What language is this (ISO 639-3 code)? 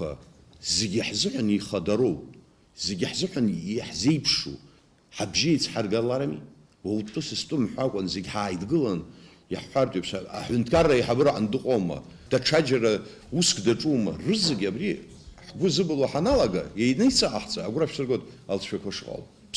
abk